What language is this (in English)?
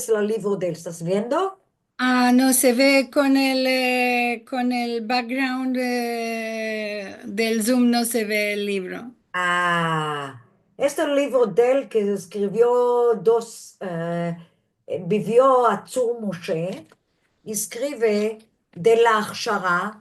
Ladino